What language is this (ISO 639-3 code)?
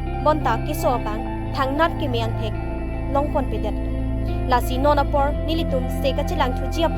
mjw